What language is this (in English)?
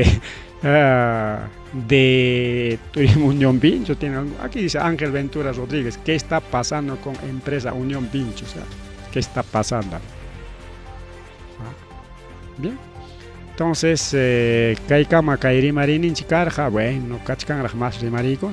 Ayacucho Quechua